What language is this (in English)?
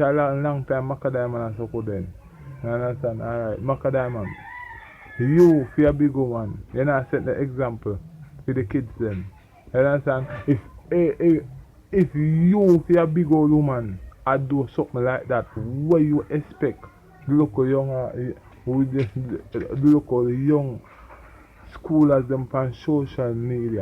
Jamaican Creole English